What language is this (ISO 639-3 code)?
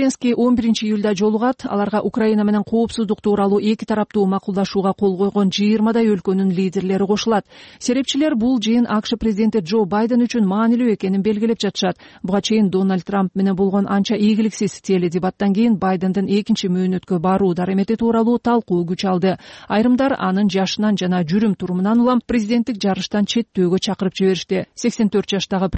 kir